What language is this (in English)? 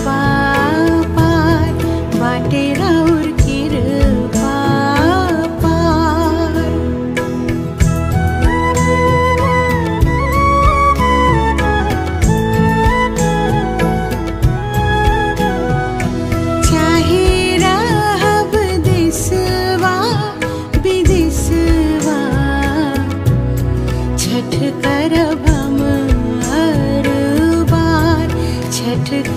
Bhojpuri